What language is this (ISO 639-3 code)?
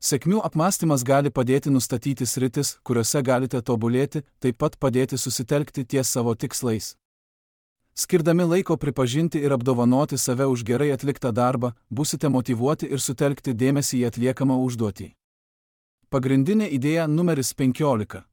lit